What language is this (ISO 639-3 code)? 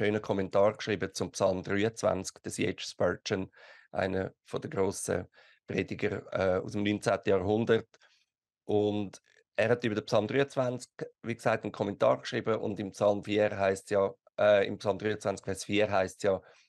gsw